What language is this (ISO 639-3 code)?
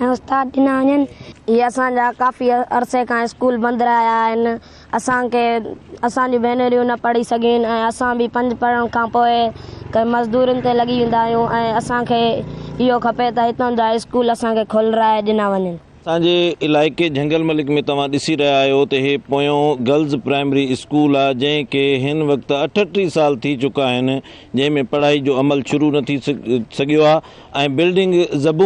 snd